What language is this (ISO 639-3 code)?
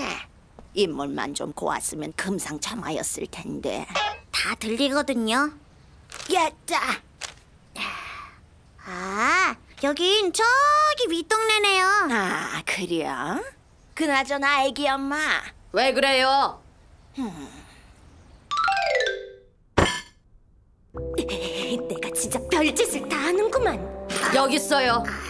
kor